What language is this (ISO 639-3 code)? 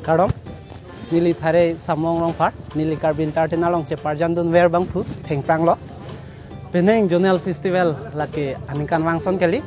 mjw